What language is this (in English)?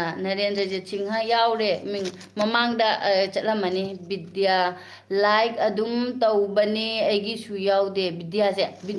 Manipuri